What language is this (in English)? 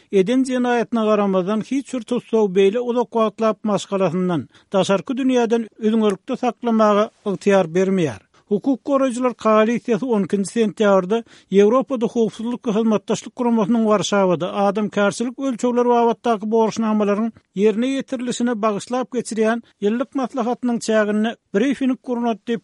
Turkmen